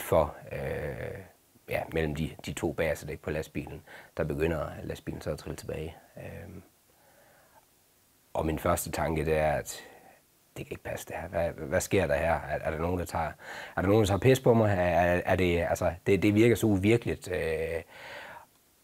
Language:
Danish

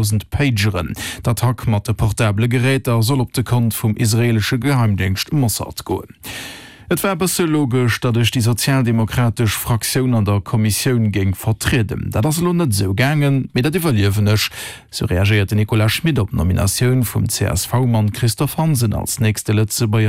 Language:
Luxembourgish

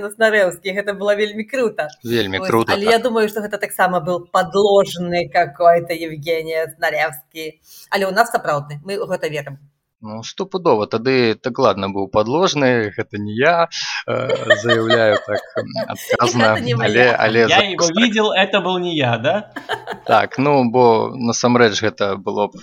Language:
Belarusian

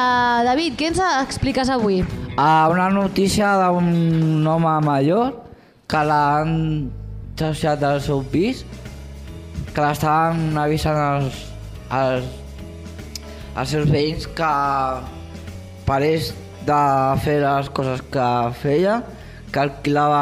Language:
Catalan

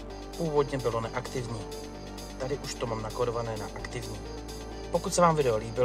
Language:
Czech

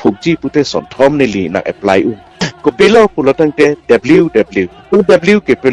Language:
Karbi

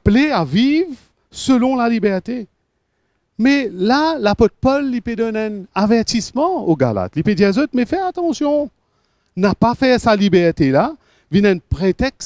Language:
Morisyen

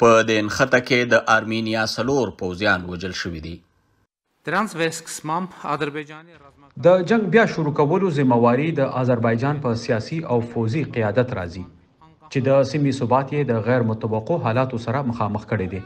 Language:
Pashto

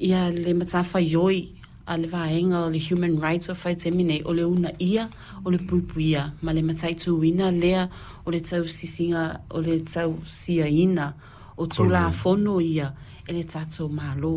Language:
Samoan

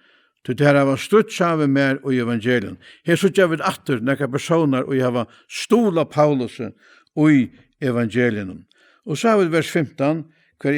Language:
Faroese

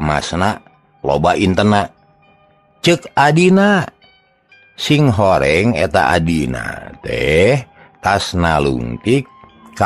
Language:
Sundanese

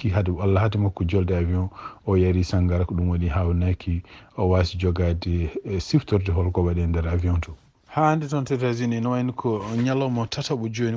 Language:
Fula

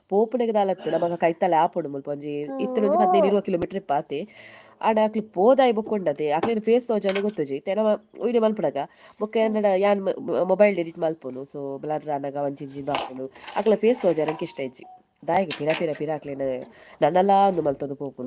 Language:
Tulu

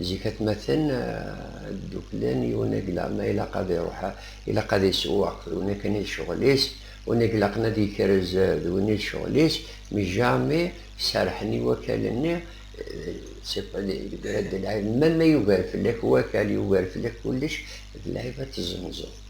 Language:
Kabyle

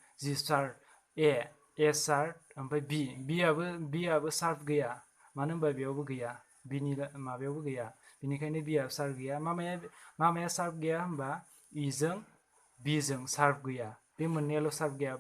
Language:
Bodo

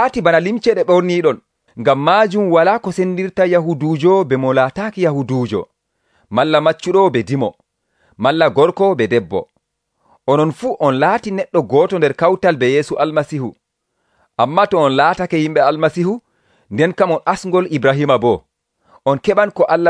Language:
Nigerian Fulfulde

